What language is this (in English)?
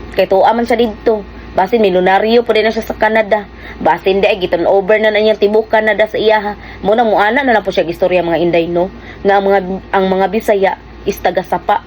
Cebuano